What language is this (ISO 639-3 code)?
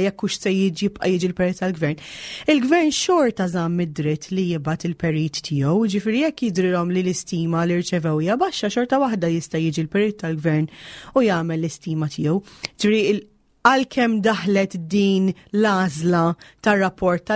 mlt